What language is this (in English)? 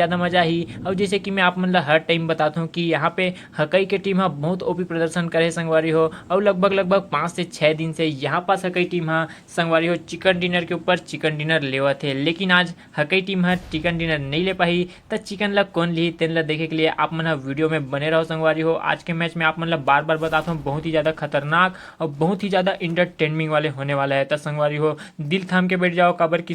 Chhattisgarhi